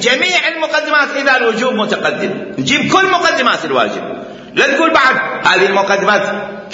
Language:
Mesopotamian Arabic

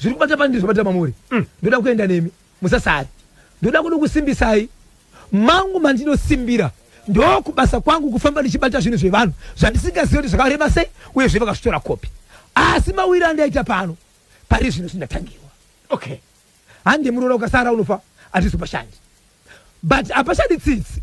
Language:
Shona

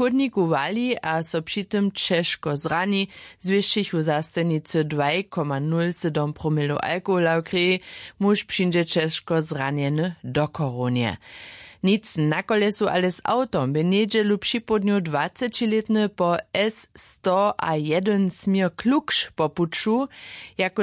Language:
Upper Sorbian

